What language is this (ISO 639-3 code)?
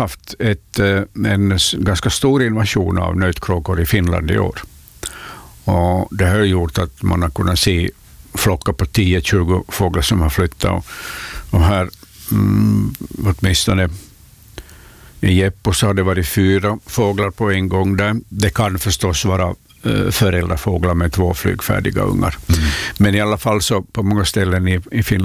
swe